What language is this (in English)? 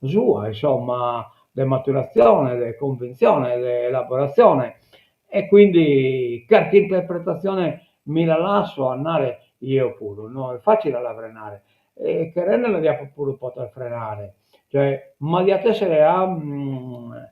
Sardinian